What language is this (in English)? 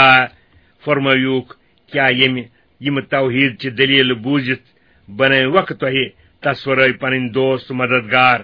Kashmiri